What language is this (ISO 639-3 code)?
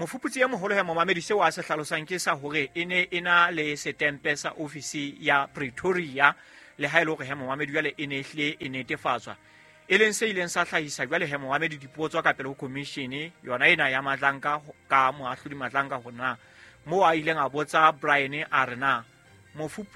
sot